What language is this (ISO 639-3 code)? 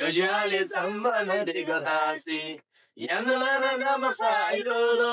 taj